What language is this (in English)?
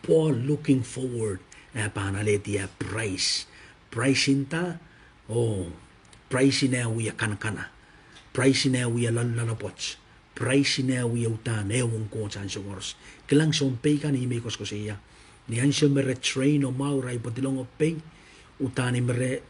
Pohnpeian